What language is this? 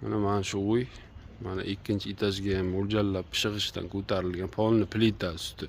Uzbek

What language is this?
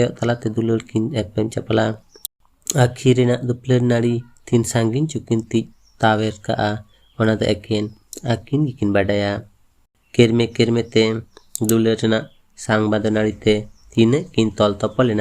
Santali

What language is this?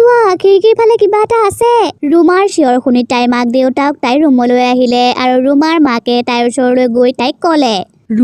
Assamese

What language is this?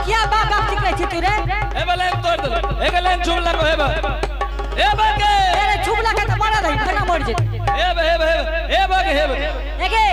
Angika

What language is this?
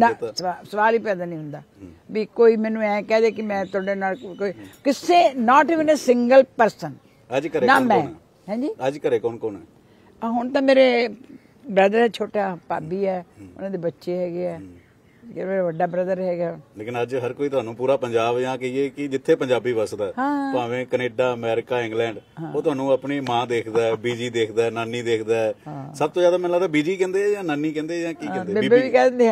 Punjabi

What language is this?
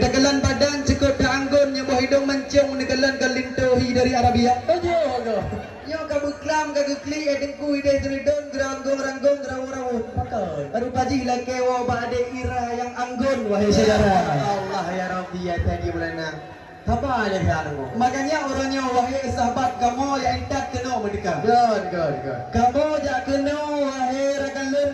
Achinese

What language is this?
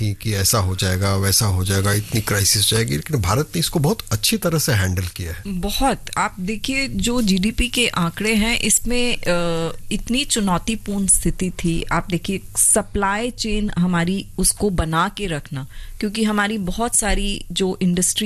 Hindi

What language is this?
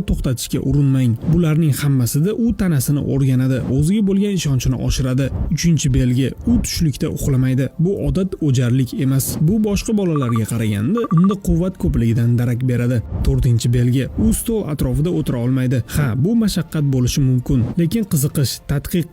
Uzbek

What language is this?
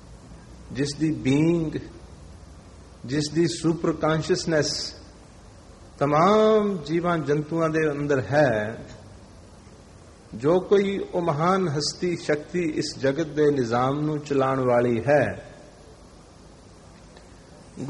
Punjabi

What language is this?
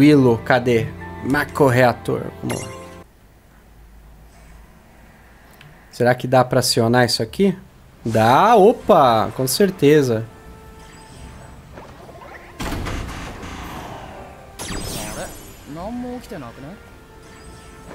Portuguese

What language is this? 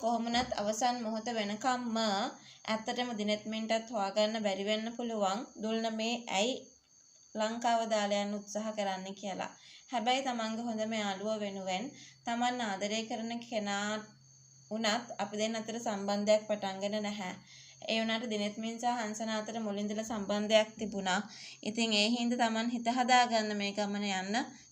Sinhala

